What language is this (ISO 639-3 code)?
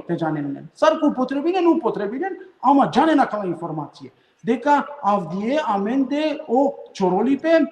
rmn